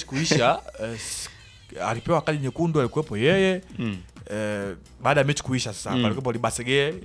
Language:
Swahili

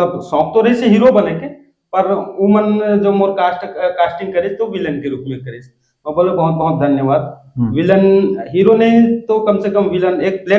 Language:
Chhattisgarhi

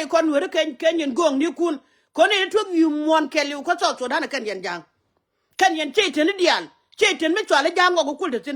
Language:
Nuer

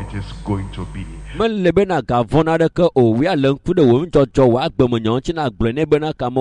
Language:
Ewe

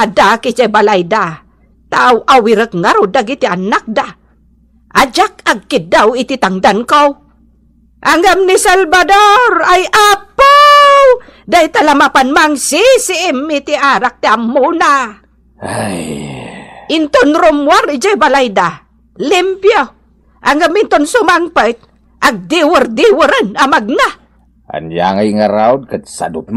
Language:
Iloko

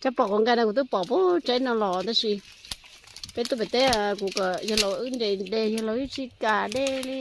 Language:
Hmong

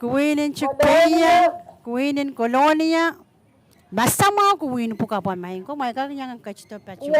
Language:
Pohnpeian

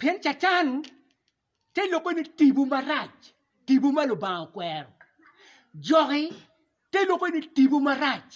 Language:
Acoli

